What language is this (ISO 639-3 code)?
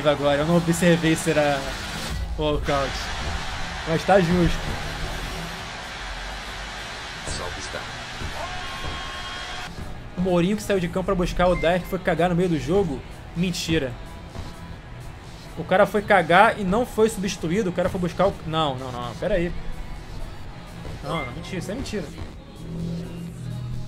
por